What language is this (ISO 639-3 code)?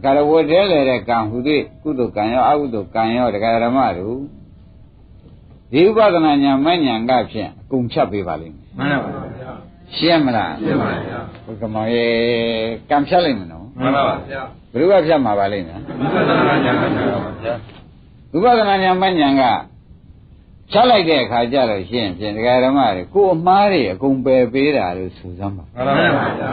mya